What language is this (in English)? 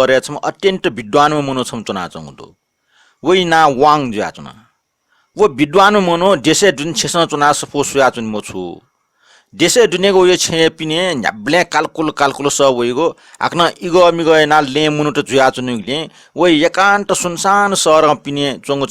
Newari